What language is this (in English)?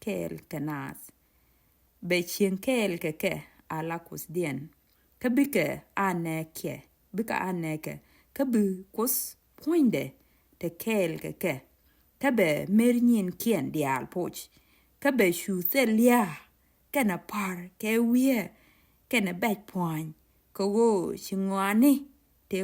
Nuer